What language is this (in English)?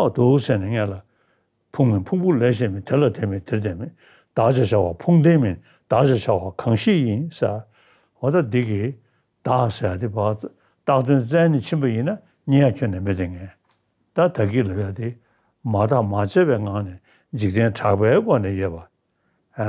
Tibetan